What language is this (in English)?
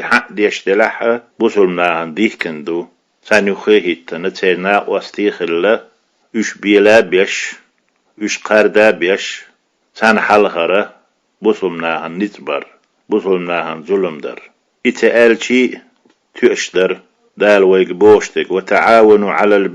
Chechen